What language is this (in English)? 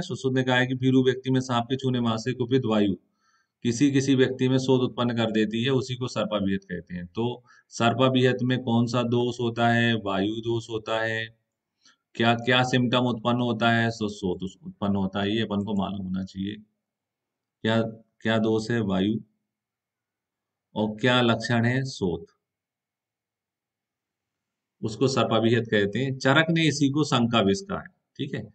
Hindi